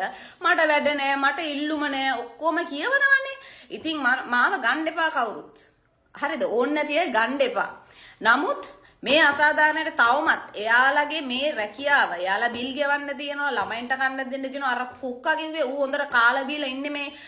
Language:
Sinhala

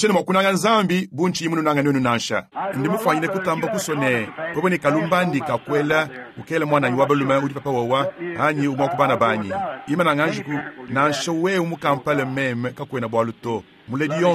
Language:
Luba-Lulua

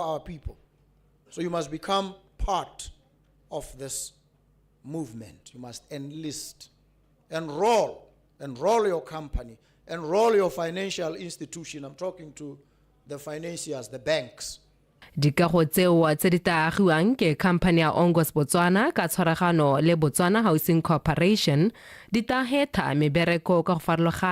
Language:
Tswana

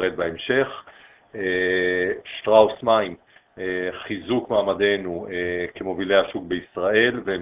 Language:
Hebrew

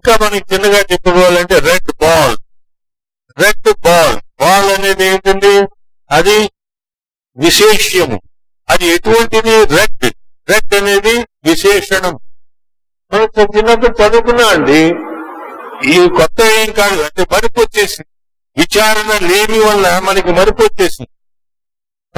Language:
Telugu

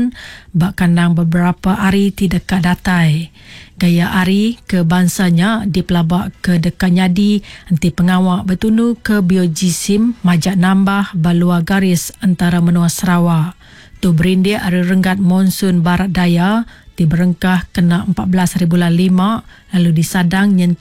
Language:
Iban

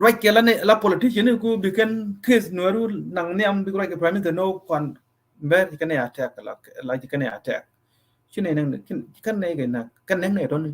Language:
Nuer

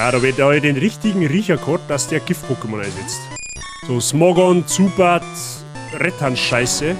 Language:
Bavarian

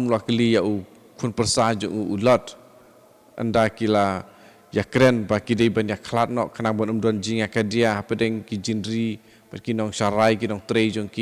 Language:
Khasi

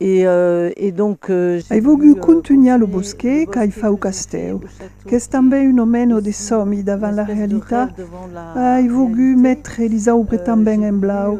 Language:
Occitan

